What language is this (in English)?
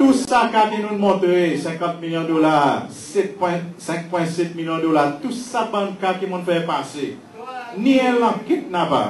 Seselwa Creole French